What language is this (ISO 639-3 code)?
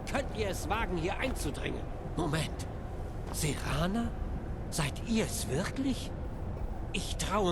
bar